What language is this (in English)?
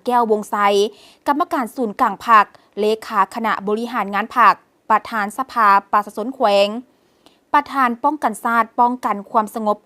Lao